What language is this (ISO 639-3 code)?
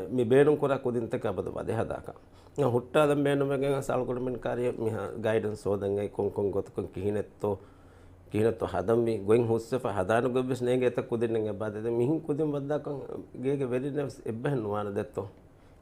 div